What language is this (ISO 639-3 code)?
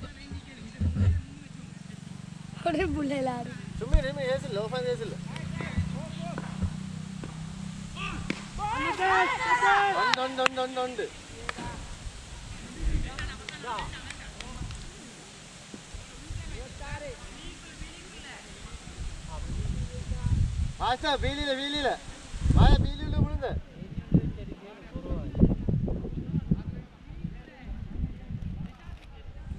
tam